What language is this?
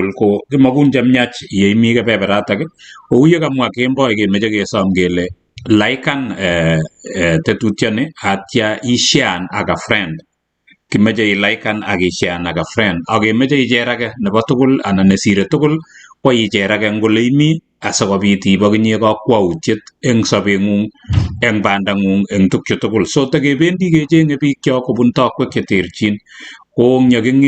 Kalenjin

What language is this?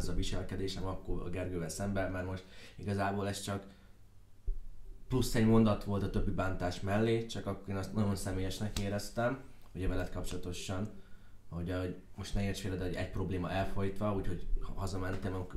Hungarian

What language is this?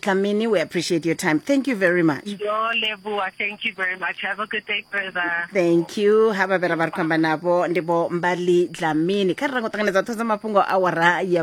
Venda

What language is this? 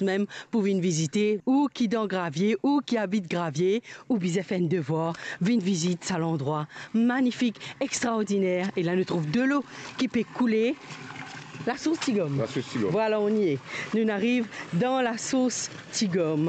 Morisyen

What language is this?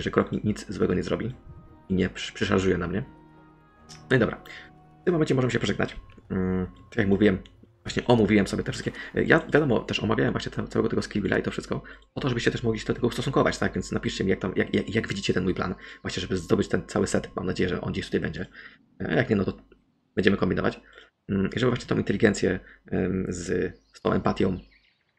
Polish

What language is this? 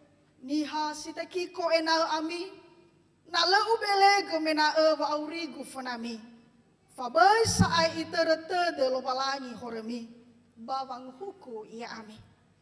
Nias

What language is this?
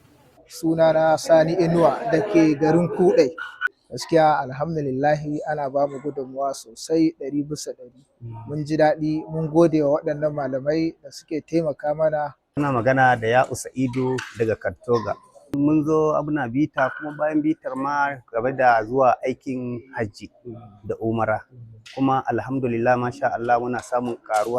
Hausa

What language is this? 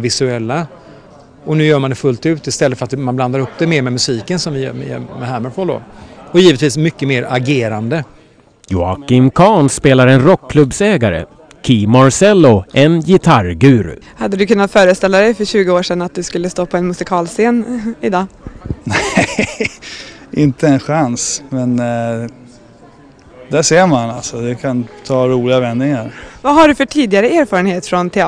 Swedish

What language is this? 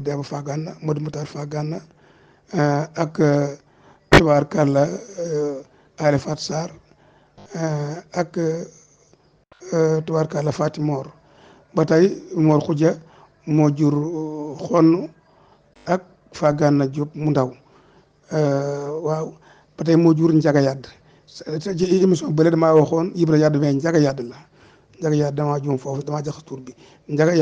Wolof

